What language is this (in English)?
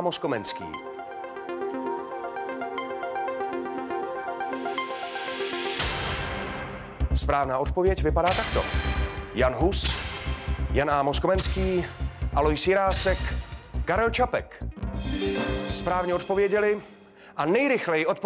Czech